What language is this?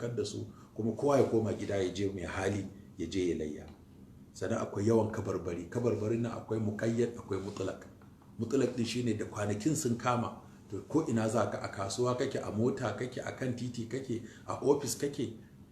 Hausa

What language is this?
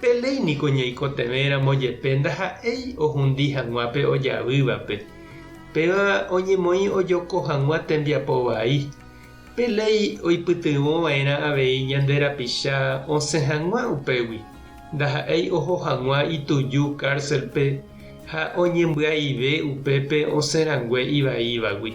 Guarani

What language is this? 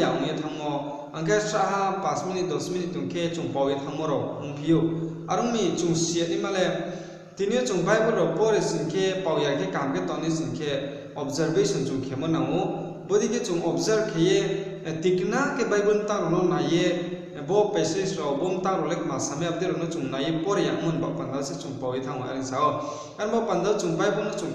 Riang (India)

